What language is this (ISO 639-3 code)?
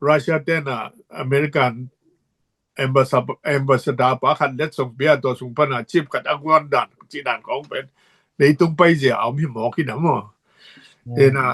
ctd